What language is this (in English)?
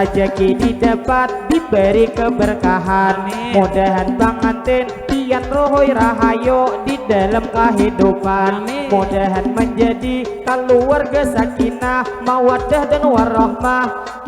Banjar